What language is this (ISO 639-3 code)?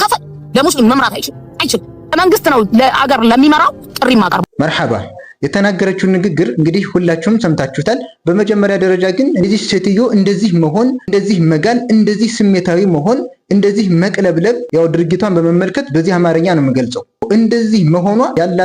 amh